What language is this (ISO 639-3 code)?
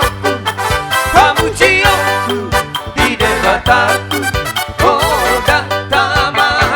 bbc